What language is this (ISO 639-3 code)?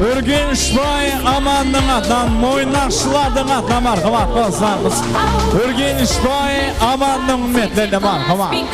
kaa